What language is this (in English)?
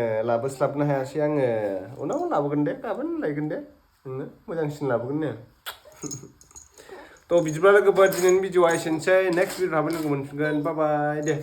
Bodo